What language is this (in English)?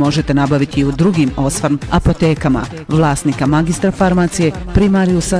Bosnian